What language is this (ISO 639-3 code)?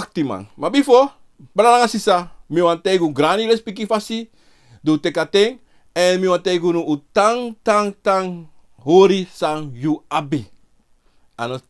srn